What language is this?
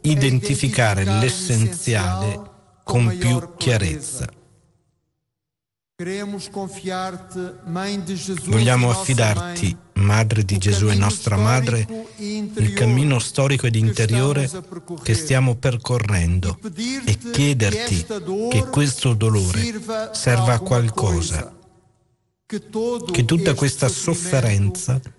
Italian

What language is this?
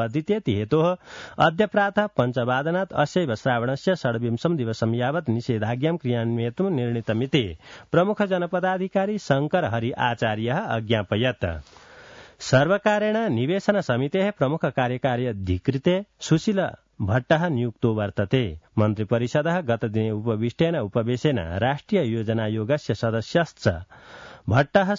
Sanskrit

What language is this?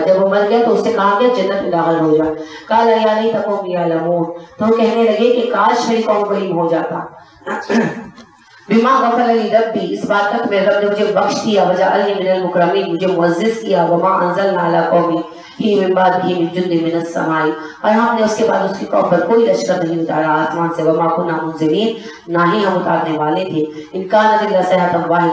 Urdu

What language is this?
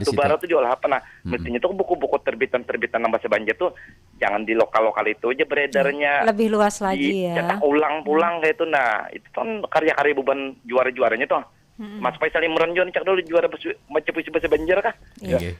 Banjar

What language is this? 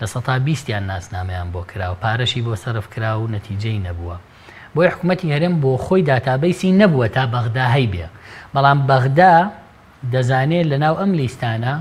Central Kurdish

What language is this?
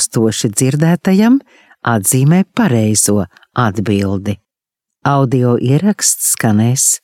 Latvian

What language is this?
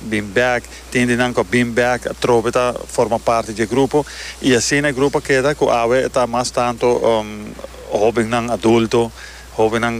Papiamento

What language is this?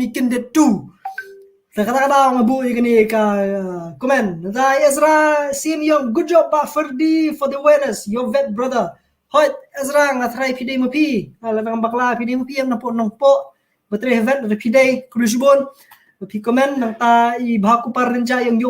Khasi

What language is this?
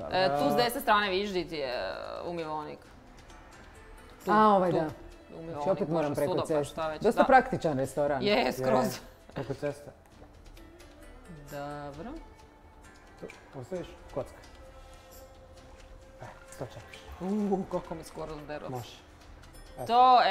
Croatian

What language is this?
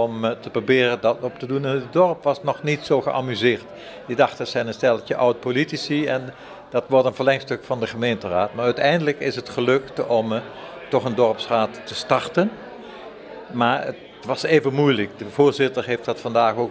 Dutch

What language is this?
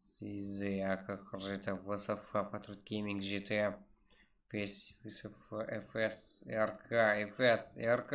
Kara-Kalpak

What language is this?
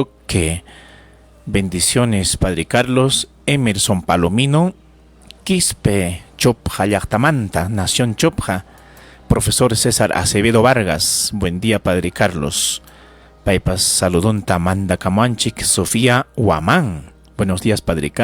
Ayacucho Quechua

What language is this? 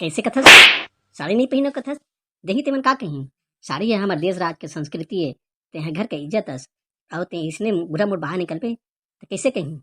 Chhattisgarhi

